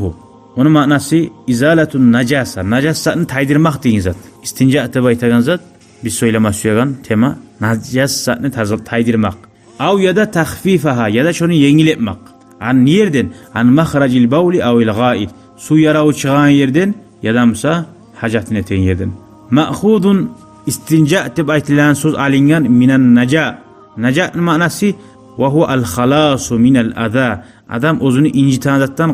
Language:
Kumyk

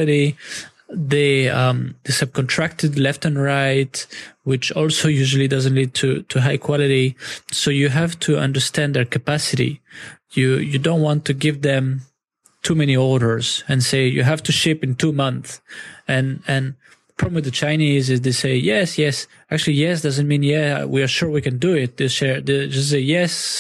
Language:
English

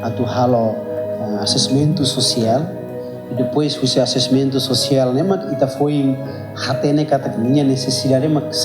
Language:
Tetum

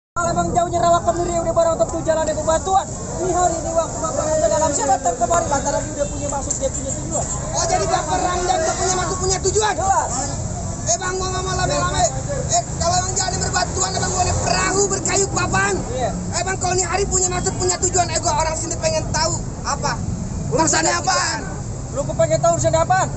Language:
Betawi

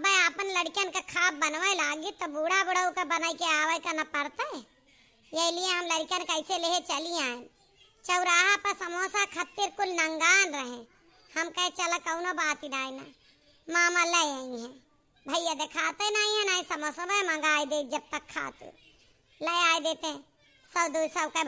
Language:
Awadhi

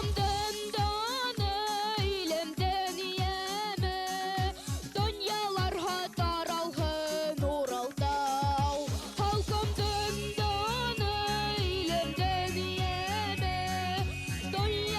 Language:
Bashkir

